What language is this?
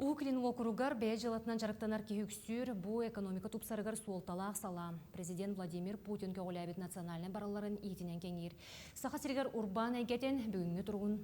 Yakut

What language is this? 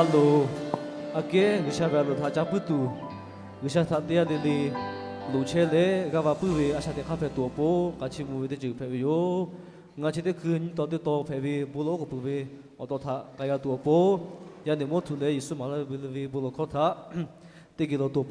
Lahu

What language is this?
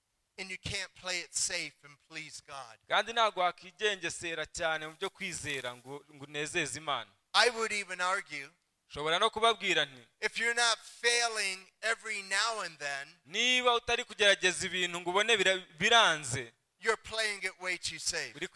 Kinyarwanda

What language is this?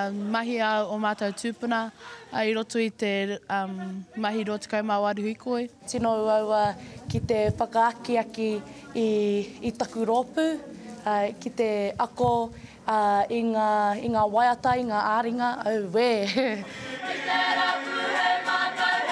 Māori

